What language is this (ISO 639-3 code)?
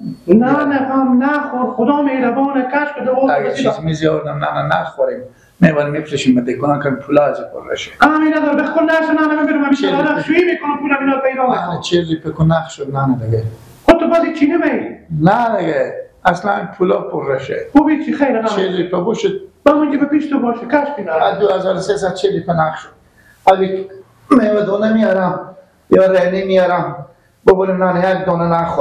fas